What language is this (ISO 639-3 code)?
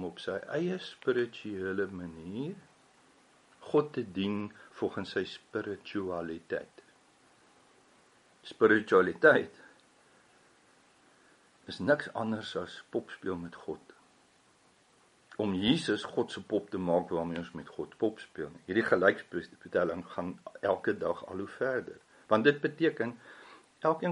afr